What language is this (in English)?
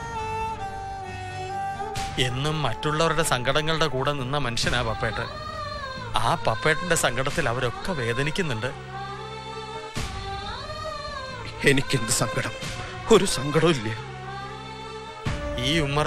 Malayalam